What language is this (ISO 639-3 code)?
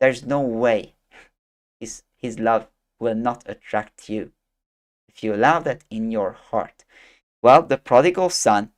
eng